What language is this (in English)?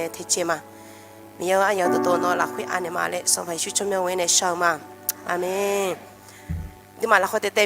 Akha